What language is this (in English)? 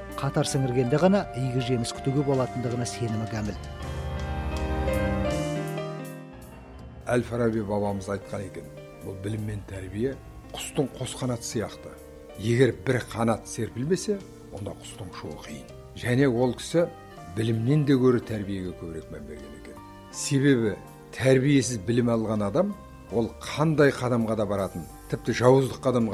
Kazakh